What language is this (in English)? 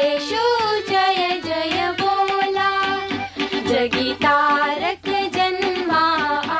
Marathi